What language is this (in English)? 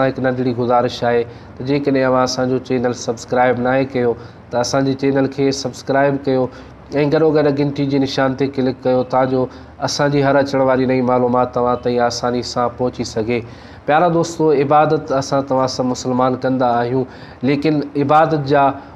Sindhi